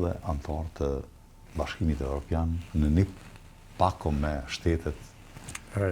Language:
Albanian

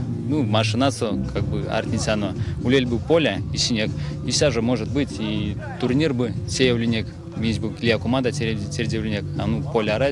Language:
Erzya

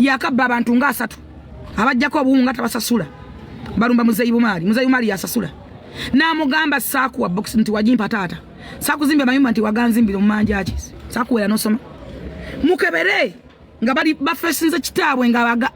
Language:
Ganda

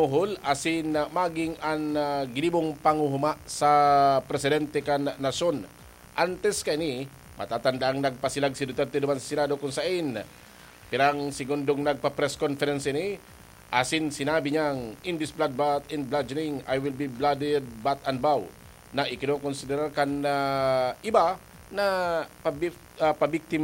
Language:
Bikol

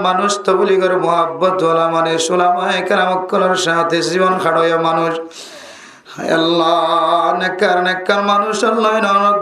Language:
Rohingya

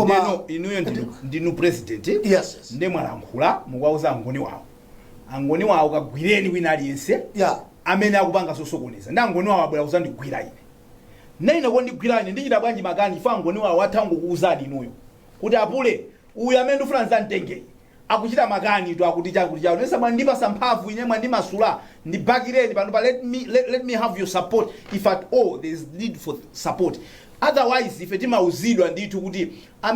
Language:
Nyanja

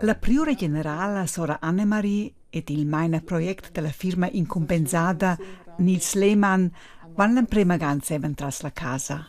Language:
Romansh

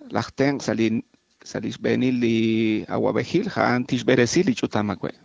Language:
Kekchí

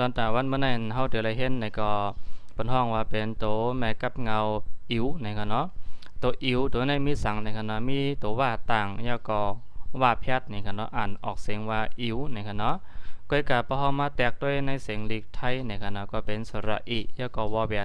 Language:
Shan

